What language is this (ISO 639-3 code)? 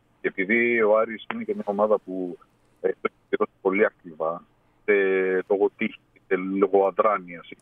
ell